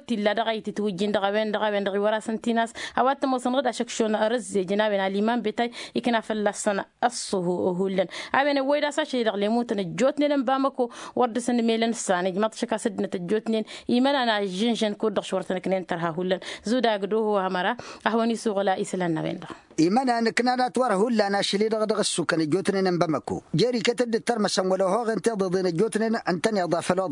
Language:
Tamasheq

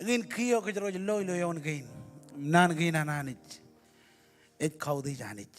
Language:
Marshallese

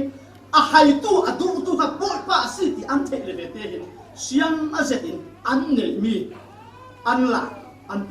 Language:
Falam Chin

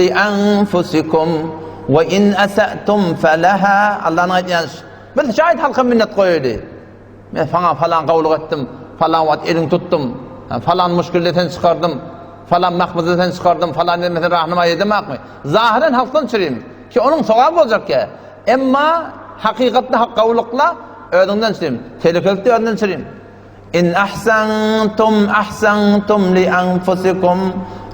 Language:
Turkmen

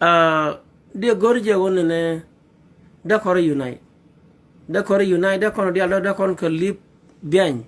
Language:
Nuer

